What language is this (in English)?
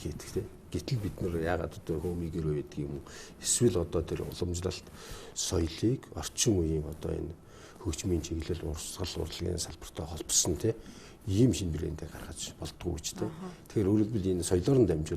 Mongolian